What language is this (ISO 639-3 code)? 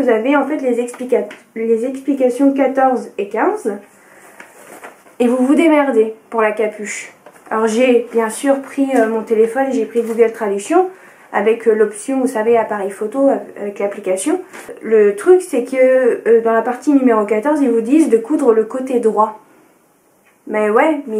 fra